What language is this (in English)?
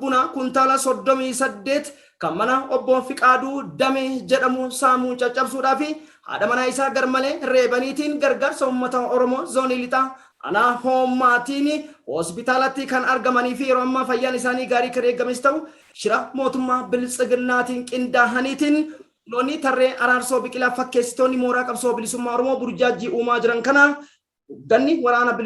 Oromo